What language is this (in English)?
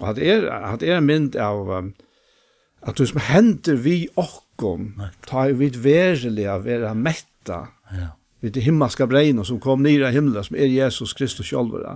Faroese